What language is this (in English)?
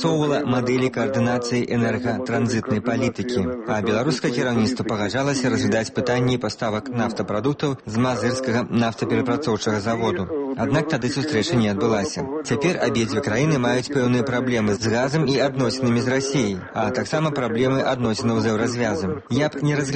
Belarusian